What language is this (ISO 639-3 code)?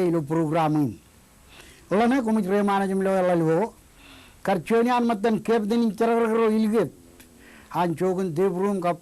mah